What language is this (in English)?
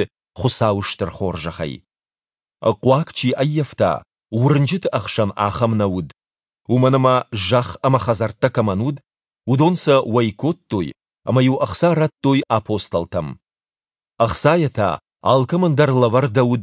Ossetic